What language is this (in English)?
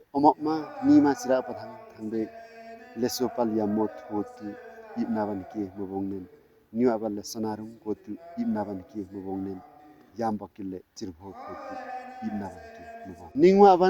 Limbu